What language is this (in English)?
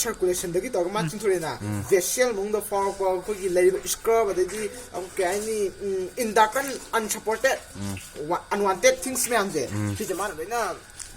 Manipuri